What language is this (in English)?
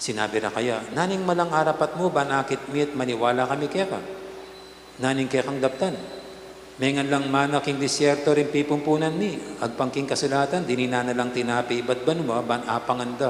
Pampanga